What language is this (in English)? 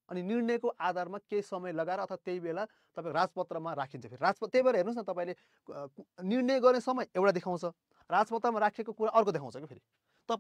Nepali